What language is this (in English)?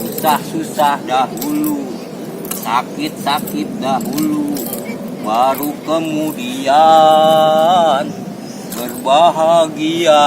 Betawi